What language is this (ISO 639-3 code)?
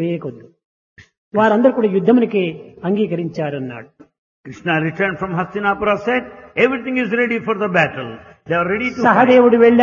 tel